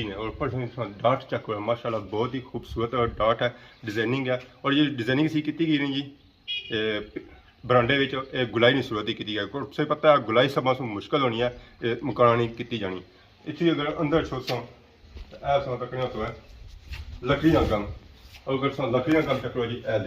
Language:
Pahari-Potwari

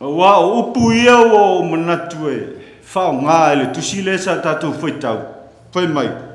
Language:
Samoan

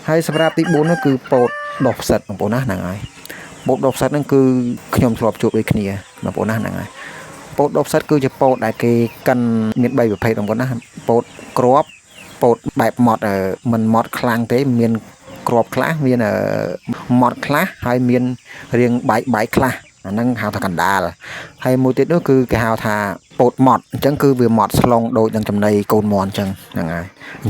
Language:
Khmer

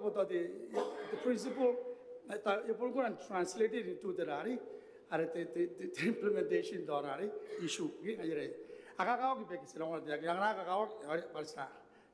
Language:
Gilbertese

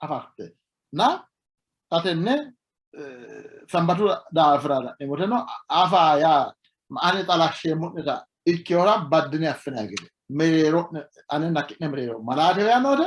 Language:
Sidamo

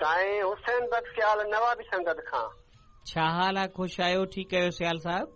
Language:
Sindhi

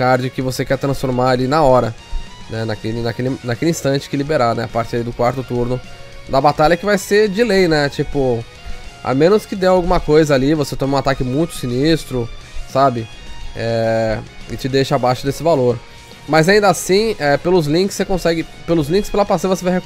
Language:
Portuguese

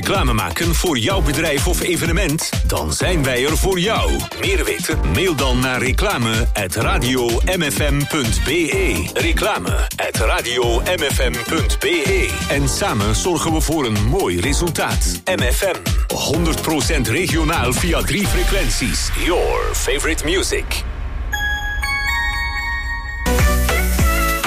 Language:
Dutch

